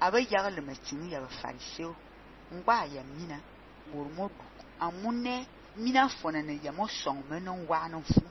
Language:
Fang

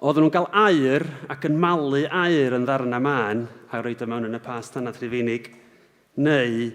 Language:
Welsh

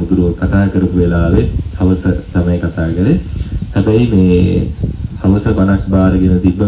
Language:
Sinhala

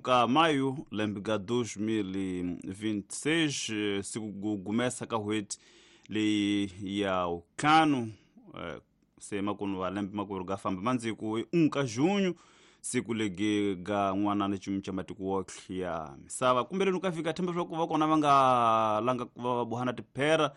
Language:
Tsonga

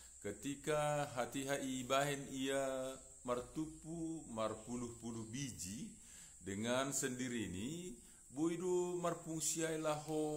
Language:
Batak Simalungun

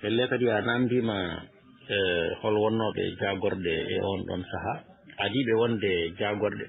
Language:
Fula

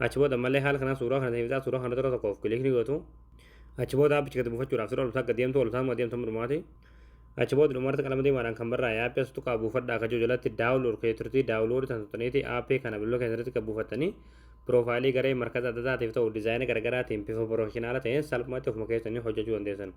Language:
Oromo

